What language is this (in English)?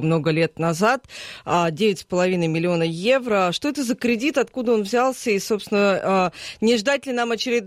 Russian